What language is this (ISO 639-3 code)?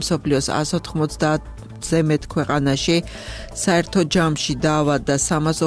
kat